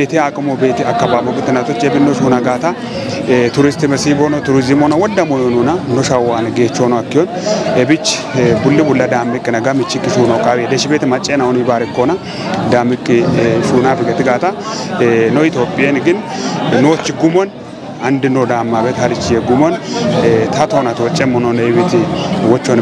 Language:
Kafa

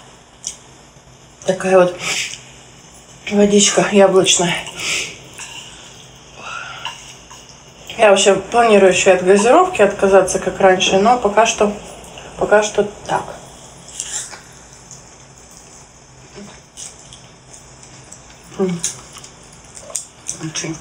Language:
Russian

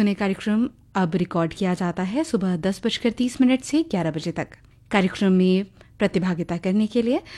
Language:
Hindi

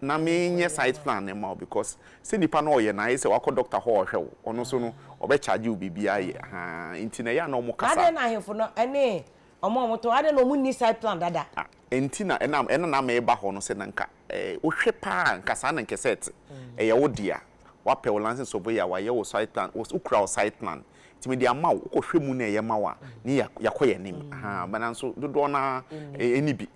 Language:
Akan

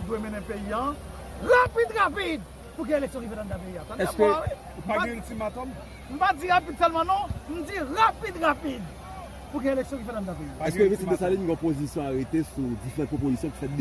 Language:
Haitian Creole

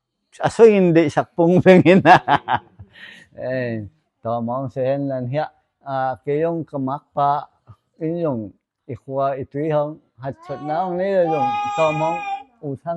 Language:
Tedim Chin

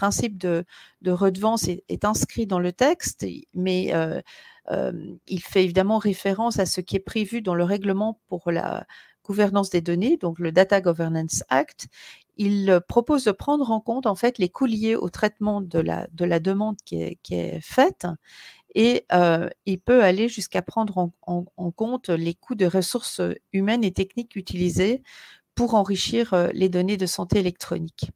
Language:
French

